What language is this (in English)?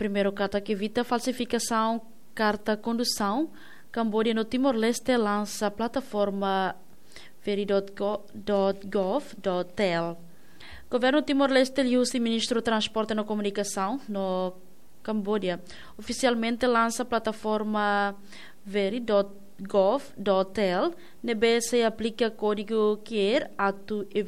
Tetum